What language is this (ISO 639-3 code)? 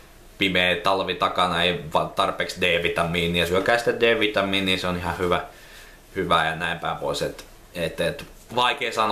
fin